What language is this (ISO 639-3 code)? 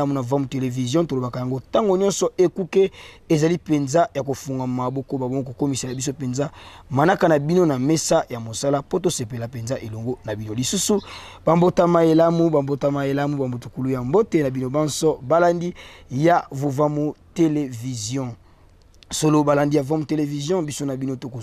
lin